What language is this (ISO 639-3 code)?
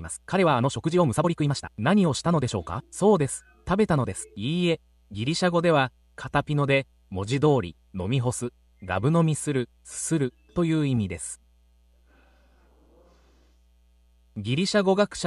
jpn